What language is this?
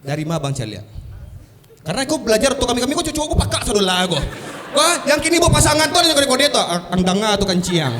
Minangkabau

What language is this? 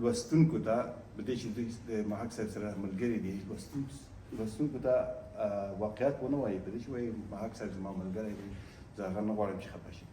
Pashto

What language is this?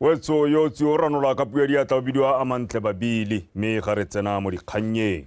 Tswana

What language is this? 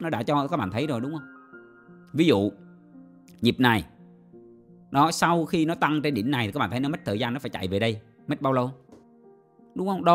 Vietnamese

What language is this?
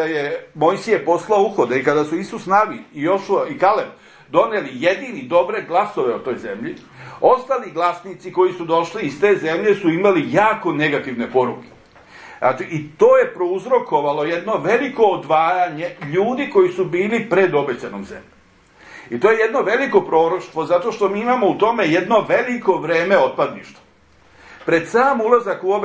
Serbian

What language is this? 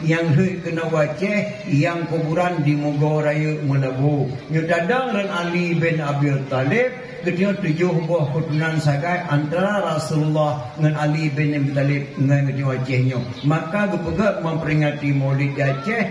Achinese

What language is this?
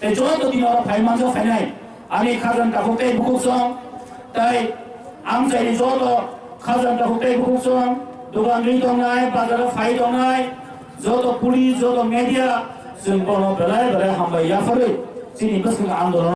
Kok Borok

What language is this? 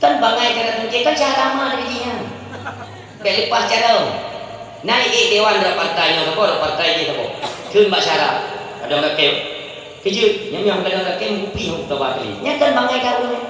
Achinese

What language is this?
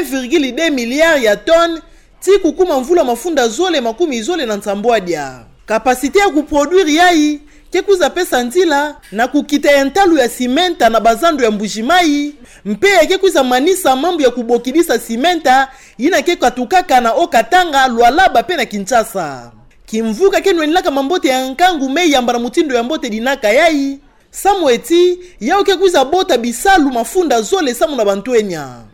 Kituba (Democratic Republic of Congo)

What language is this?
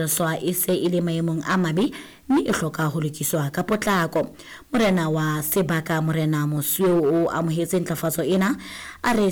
Southern Sotho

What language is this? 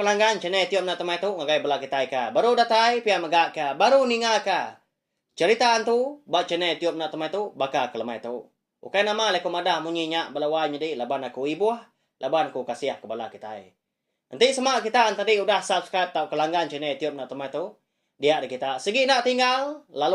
Iban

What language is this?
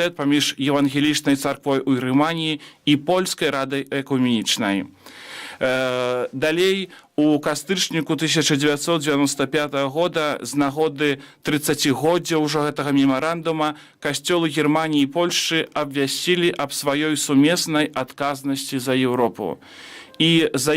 Belarusian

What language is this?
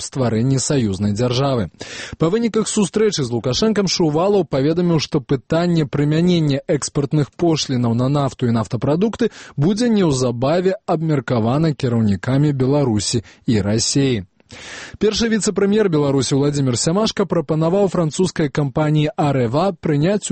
Belarusian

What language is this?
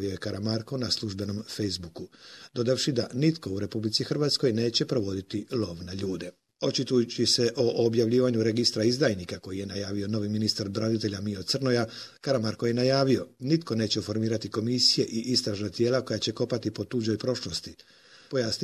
Croatian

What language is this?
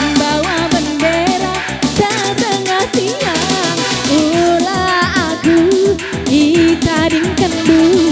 Batak Karo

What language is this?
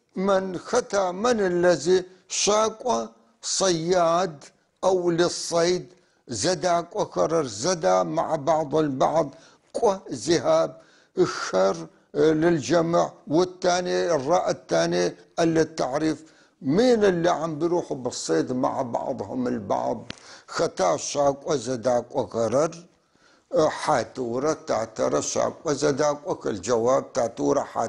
North Levantine Arabic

